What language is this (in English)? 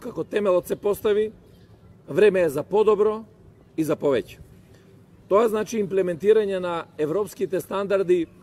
Macedonian